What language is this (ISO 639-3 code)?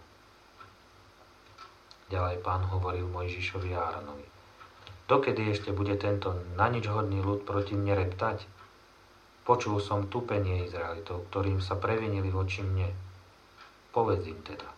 slk